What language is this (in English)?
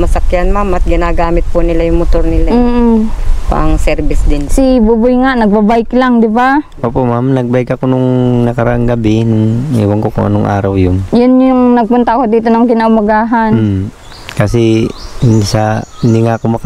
Filipino